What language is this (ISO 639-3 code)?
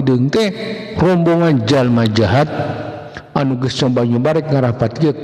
sun